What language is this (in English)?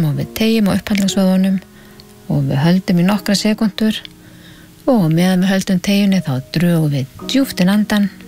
Icelandic